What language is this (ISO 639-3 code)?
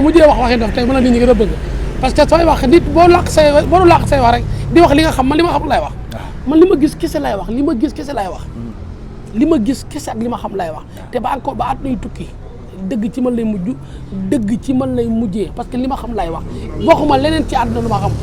wol